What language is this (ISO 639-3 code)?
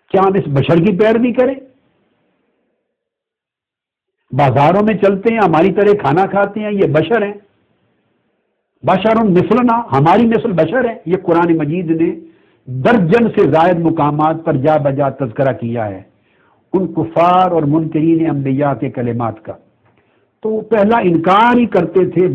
urd